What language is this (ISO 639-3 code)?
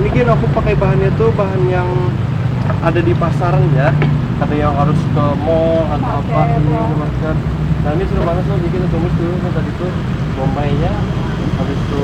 bjn